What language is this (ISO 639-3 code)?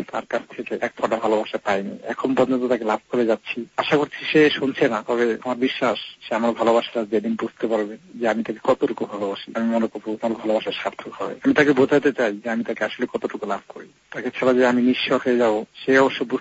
ben